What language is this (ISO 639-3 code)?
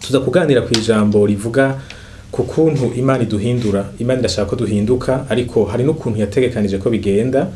run